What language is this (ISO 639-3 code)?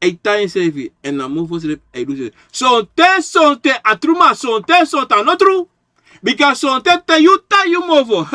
srn